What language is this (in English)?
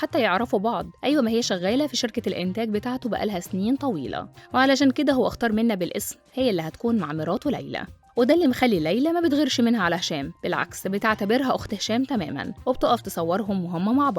Egyptian Arabic